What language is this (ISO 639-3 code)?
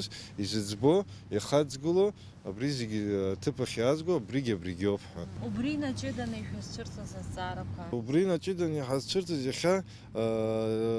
abk